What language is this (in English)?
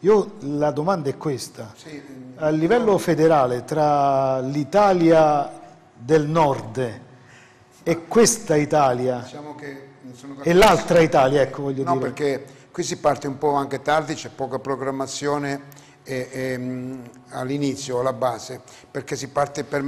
Italian